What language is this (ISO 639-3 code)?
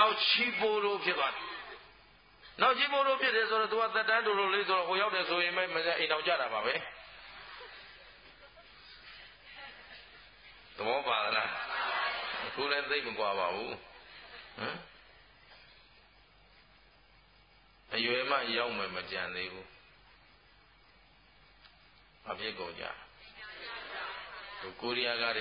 mya